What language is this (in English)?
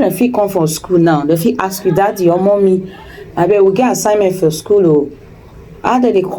Nigerian Pidgin